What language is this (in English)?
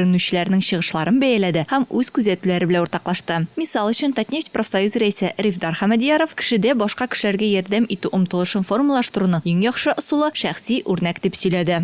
Tatar